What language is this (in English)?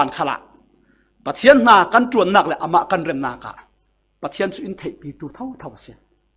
Falam Chin